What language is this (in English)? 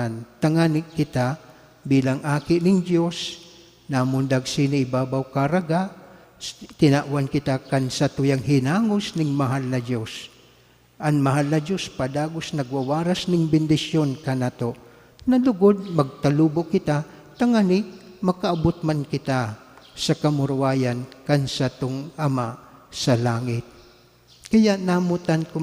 Bikol